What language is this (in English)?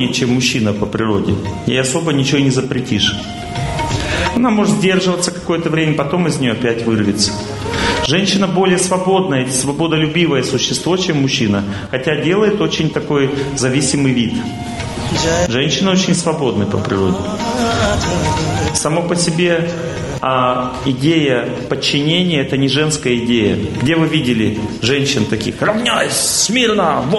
Russian